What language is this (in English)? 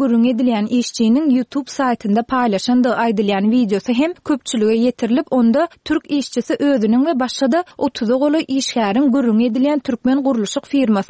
Turkmen